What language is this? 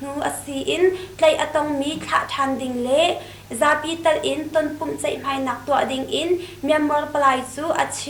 Hakha Chin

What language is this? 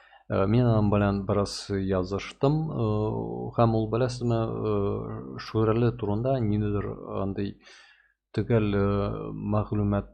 Tatar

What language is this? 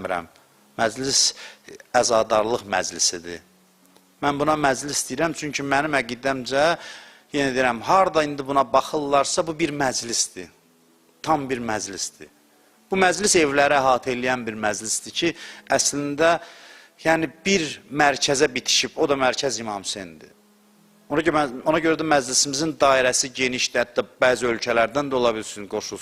Azerbaijani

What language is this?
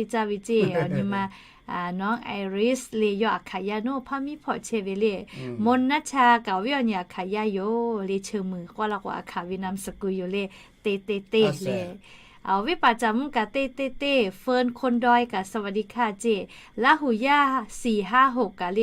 Lahu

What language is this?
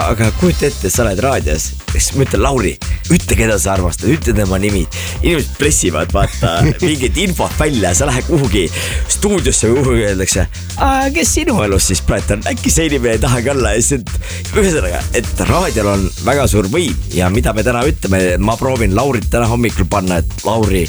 Estonian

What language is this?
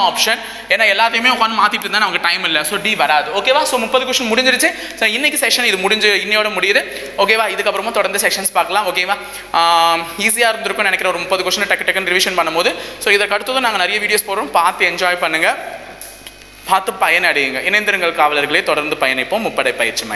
Tamil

